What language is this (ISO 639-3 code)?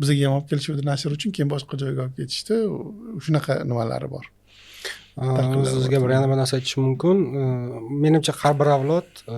uzb